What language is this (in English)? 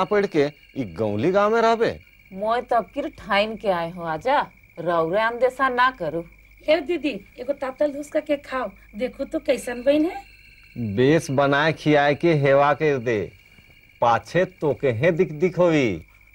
Sadri